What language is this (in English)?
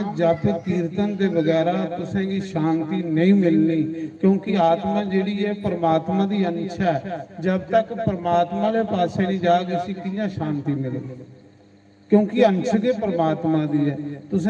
Dogri